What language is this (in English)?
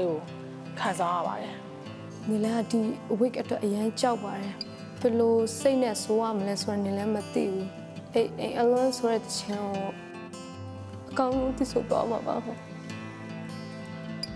Burmese